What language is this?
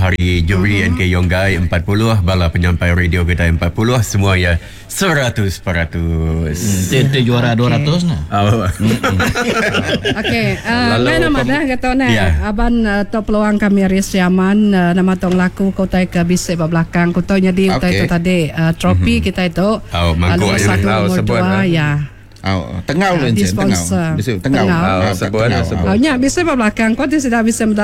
Iban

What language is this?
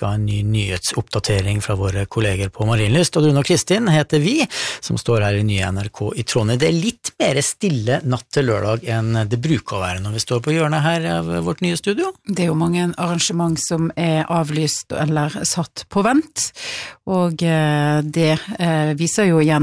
Norwegian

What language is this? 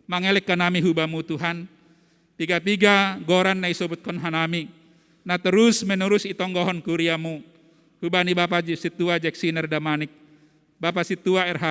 Batak Simalungun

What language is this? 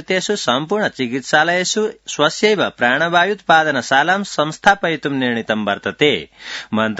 Sanskrit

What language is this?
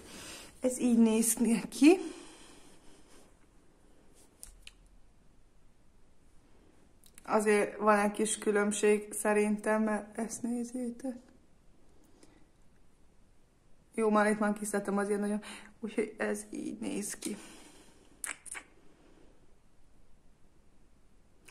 Hungarian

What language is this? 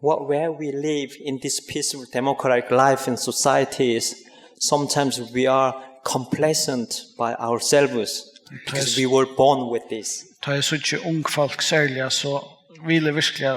Faroese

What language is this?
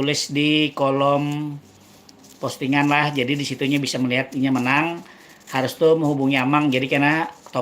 Banjar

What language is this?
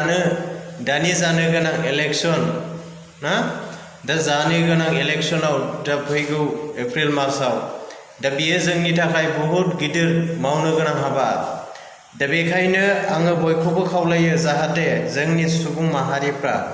Bodo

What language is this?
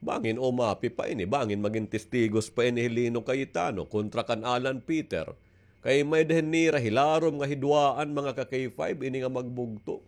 Waray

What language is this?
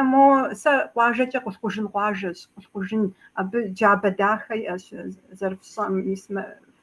Kabardian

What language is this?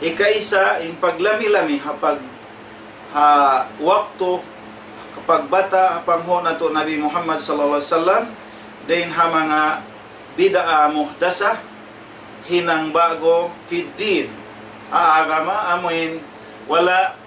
Tausug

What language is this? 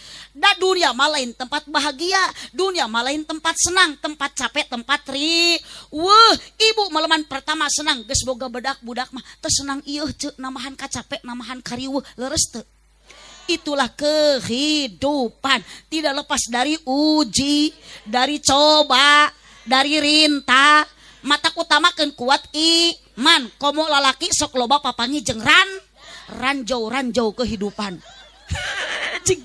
Sundanese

